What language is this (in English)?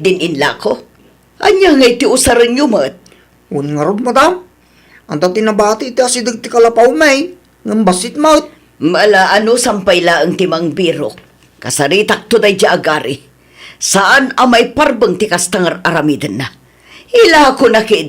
Iloko